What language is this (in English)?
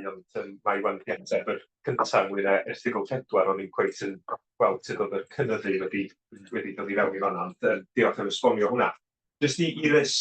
Welsh